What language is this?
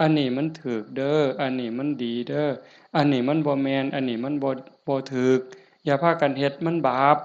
Northeastern Thai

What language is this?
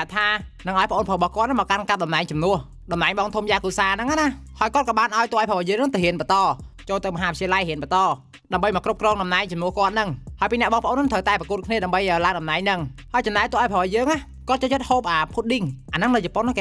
Khmer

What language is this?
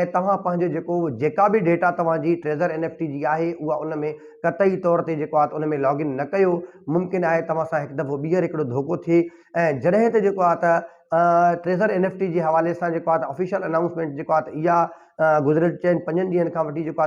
Sindhi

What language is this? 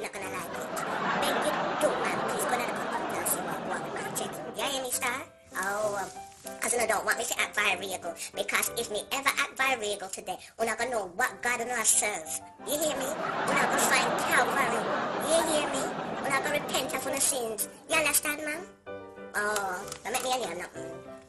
Jamaican Creole English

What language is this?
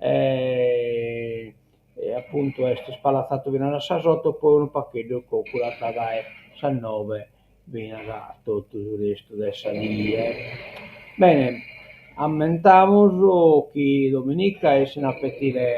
Sardinian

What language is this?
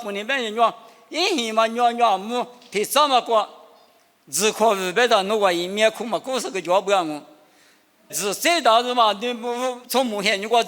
Lisu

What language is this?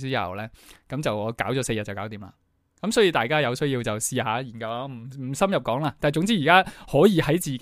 Cantonese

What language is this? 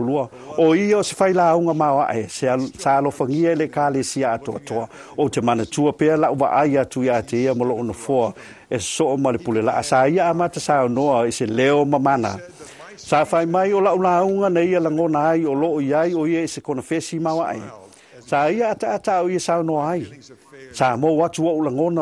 Samoan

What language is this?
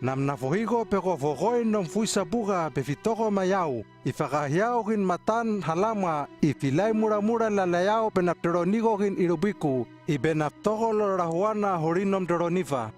Hano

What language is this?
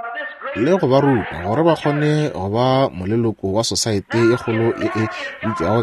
Northern Sotho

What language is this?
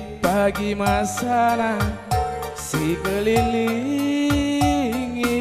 Batak Karo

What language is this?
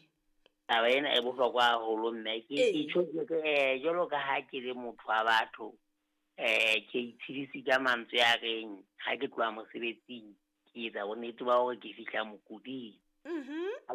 Southern Sotho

